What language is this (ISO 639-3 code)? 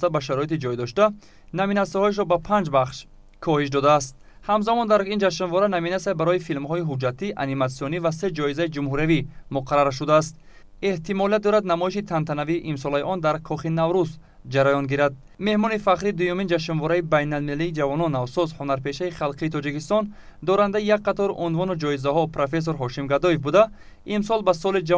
tgk